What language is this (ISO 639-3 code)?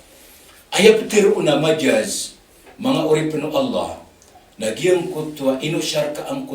mrw